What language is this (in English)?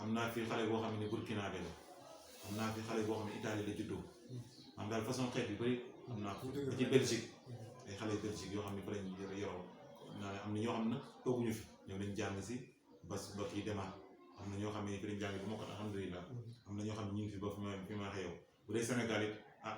Wolof